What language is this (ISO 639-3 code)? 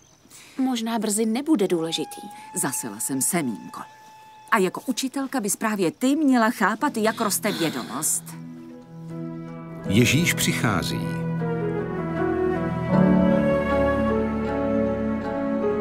ces